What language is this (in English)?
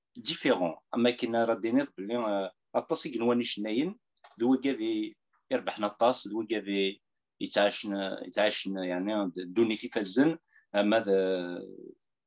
Kabyle